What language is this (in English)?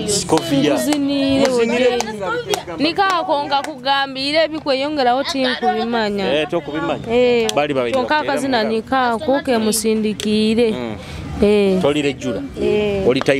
Nyoro